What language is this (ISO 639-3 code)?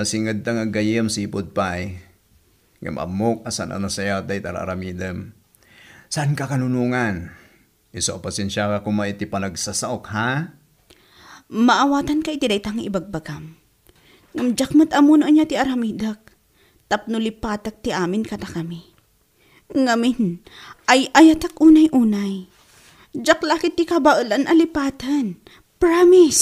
ilo